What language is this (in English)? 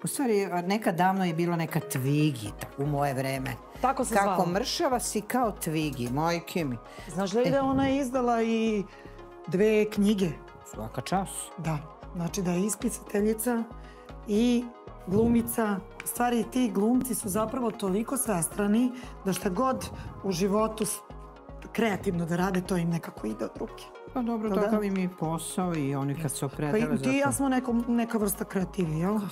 Serbian